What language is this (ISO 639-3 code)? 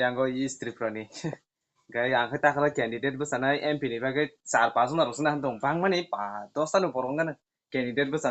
trp